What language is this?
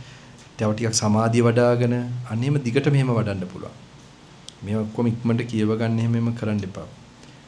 Sinhala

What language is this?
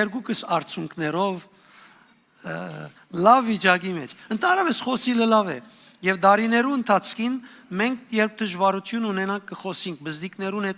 Western Armenian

